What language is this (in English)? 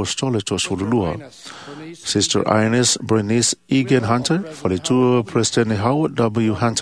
Samoan